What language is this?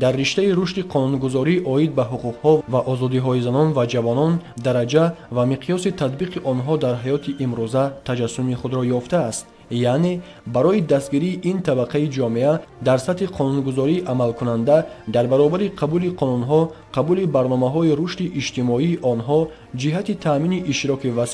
Tajik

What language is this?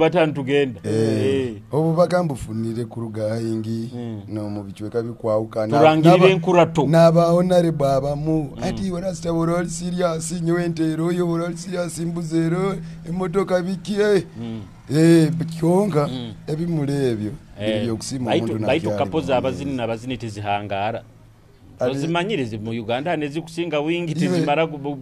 Nyoro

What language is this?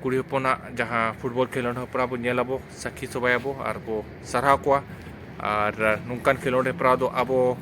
Santali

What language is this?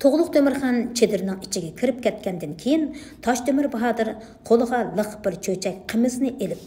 Uyghur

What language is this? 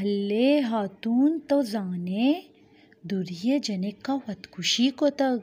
Baluchi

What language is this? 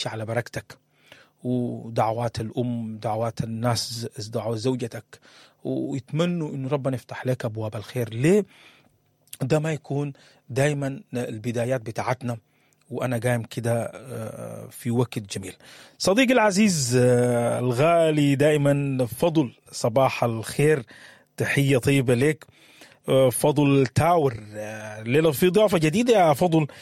Sudanese Arabic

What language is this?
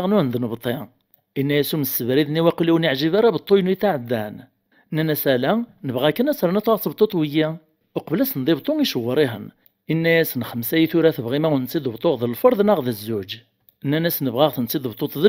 Kabyle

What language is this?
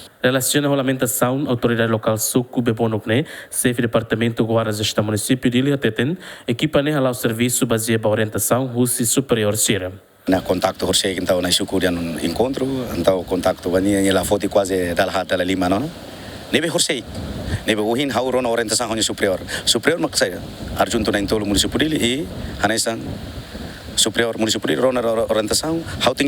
Tetum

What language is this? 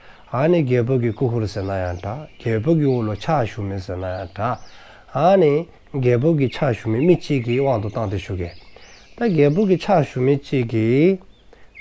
Dzongkha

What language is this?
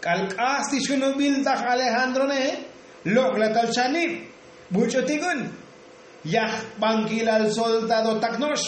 Tzotzil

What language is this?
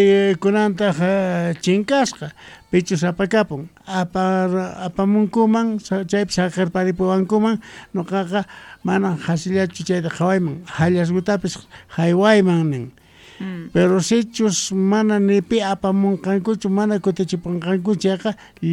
South Bolivian Quechua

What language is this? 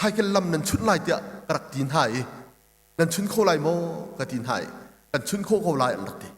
Hakha Chin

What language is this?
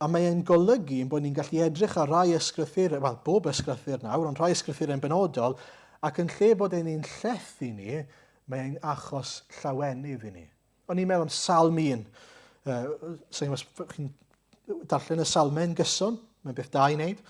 Welsh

